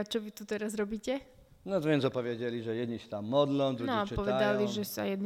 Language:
Slovak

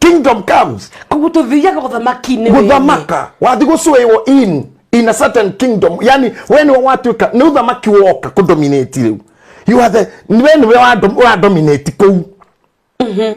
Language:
Kikuyu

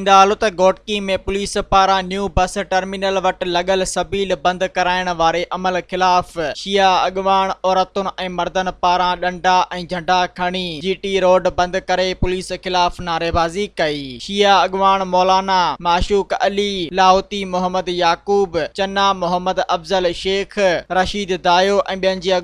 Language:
Sindhi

